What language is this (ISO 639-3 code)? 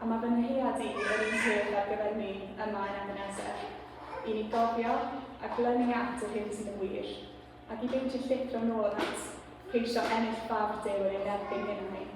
cym